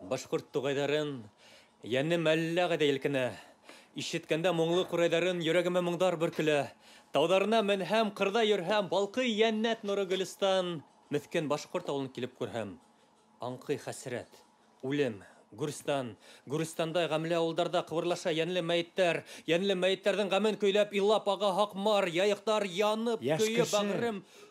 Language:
Bashkir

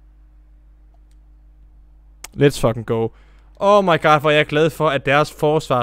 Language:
Danish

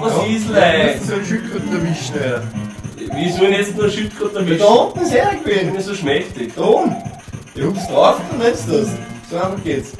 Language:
Bavarian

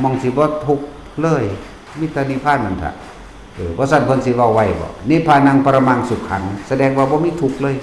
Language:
Northeastern Thai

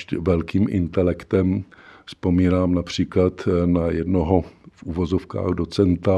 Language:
Czech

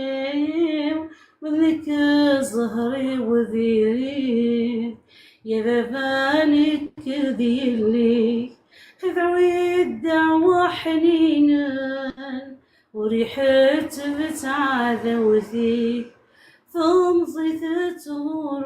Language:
Kabyle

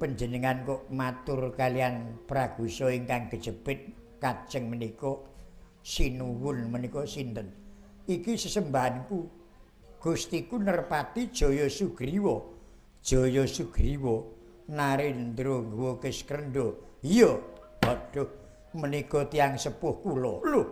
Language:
Javanese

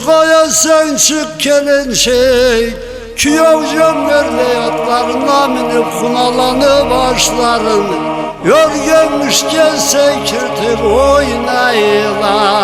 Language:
Karachay-Balkar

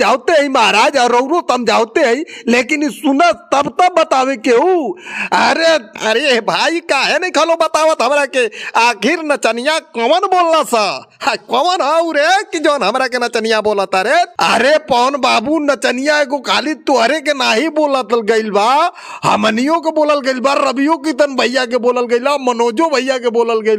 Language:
Bhojpuri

